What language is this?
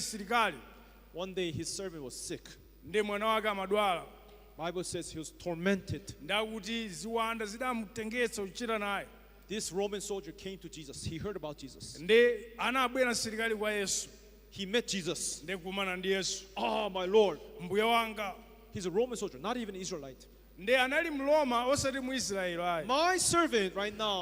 Nyanja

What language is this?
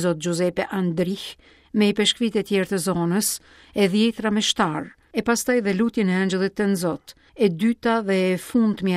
Albanian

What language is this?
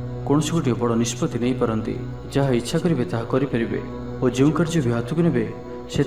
Odia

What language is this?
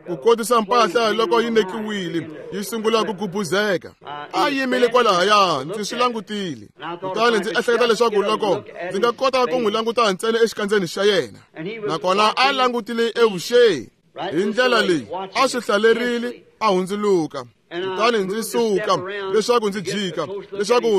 Tsonga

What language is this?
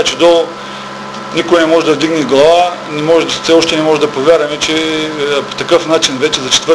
Bulgarian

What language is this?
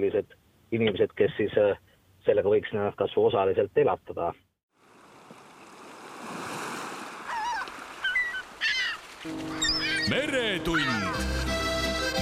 Estonian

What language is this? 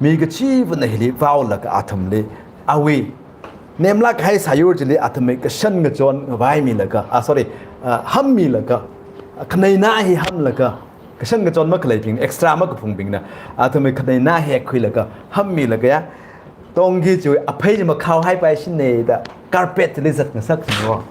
Tangkhul Naga (India)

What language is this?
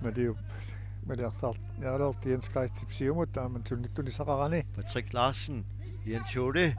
Kalaallisut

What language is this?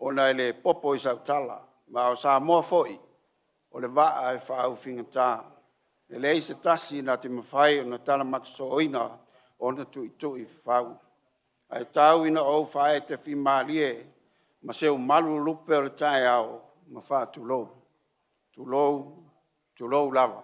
Samoan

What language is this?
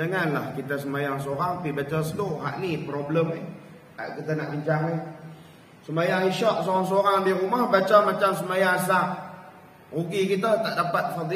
Malay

